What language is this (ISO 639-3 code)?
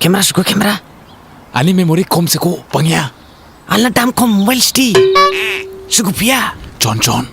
dis